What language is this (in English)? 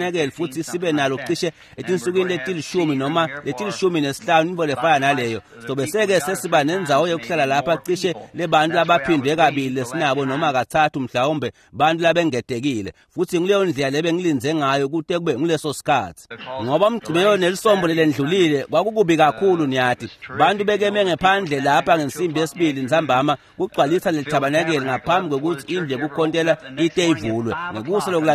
Swati